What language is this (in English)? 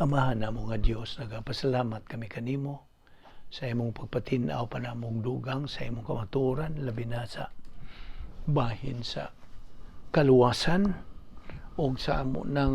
Cebuano